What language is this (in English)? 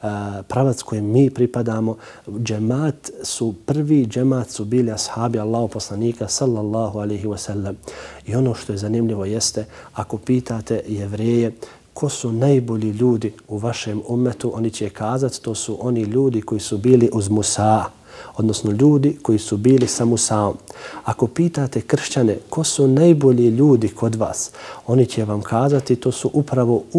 Bosnian